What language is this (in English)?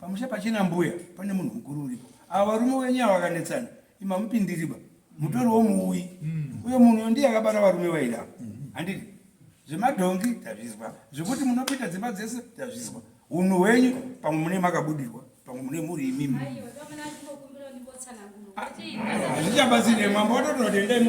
Shona